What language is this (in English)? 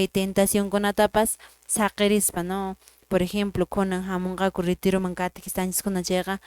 Quechua